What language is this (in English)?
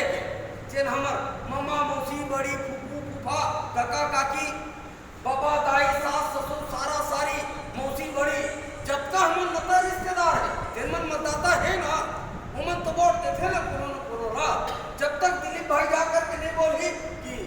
Chhattisgarhi